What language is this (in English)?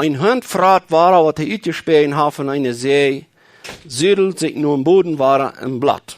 Plautdietsch